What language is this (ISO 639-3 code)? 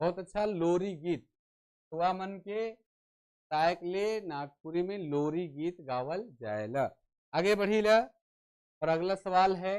sck